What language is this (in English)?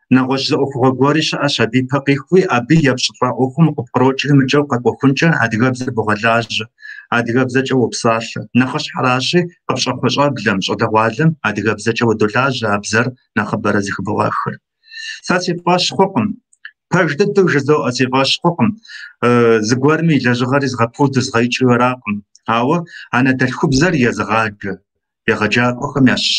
Kabardian